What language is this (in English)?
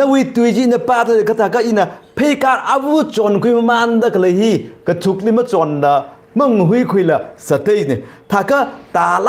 Tangkhul Naga (India)